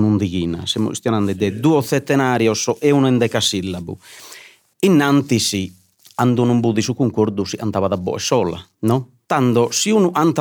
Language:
Sardinian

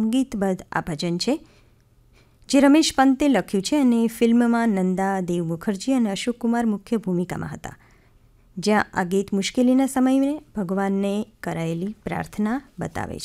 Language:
Gujarati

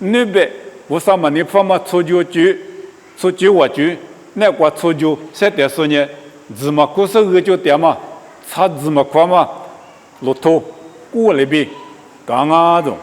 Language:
Lisu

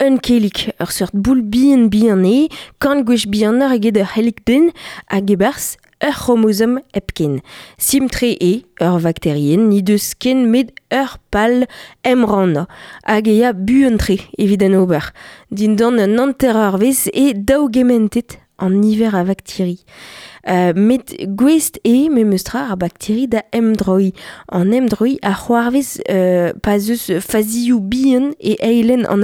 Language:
Breton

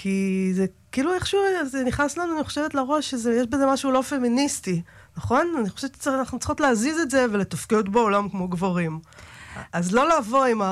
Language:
Hebrew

